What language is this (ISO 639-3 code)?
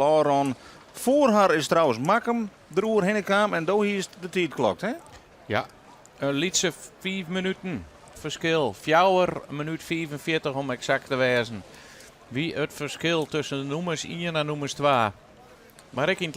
fry